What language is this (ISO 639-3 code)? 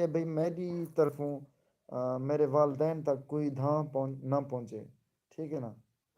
skr